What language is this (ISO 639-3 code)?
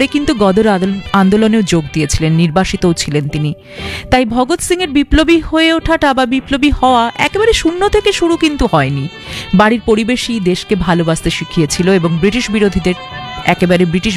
ben